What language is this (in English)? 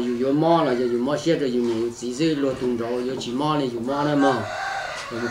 Hmong